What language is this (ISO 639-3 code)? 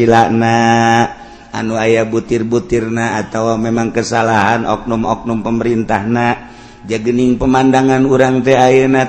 sun